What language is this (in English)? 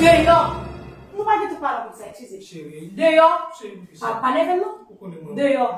Haitian Creole